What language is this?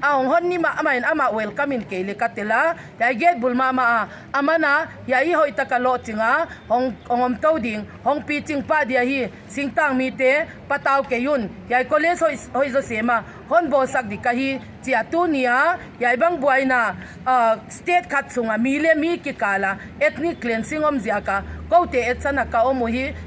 Paite Chin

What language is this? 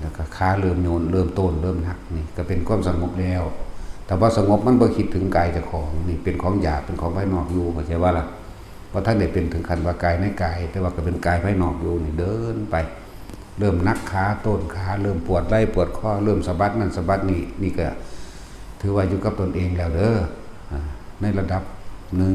Northeastern Thai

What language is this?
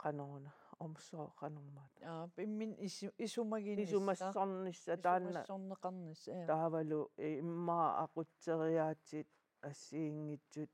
Kalaallisut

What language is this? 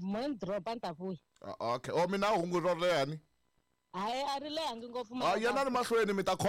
Tsonga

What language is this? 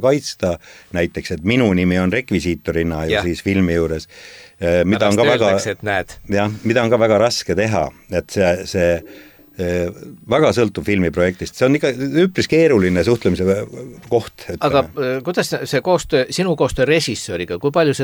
Estonian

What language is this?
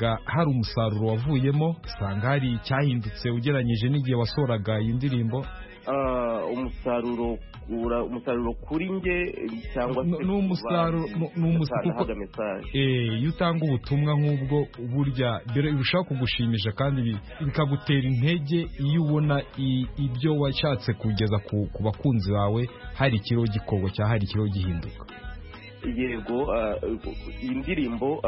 Kinyarwanda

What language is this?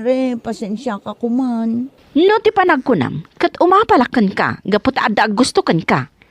Iloko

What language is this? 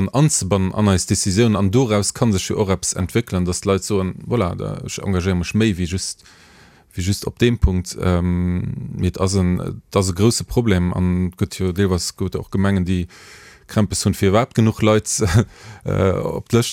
Luxembourgish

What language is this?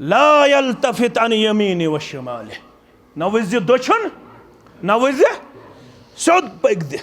Kashmiri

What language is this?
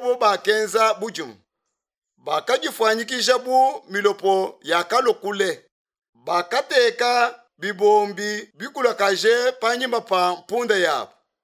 Luba-Lulua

